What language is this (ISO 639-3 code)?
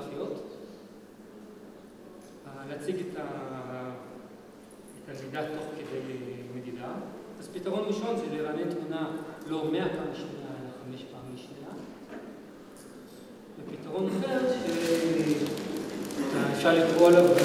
heb